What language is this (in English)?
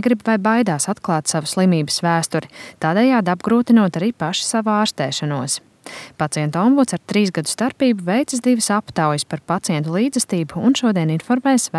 Latvian